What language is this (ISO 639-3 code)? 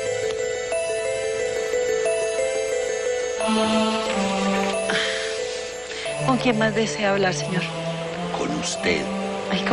spa